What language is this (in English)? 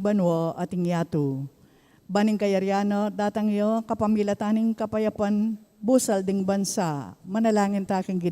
Pampanga